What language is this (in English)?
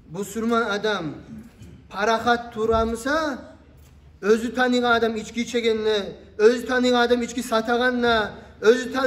Kumyk